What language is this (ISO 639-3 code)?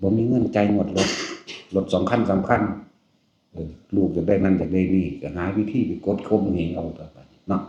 tts